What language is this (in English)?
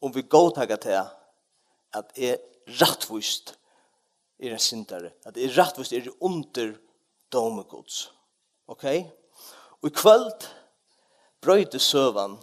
Faroese